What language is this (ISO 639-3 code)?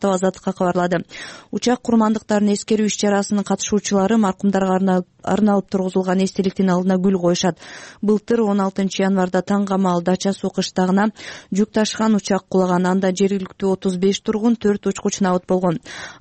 kir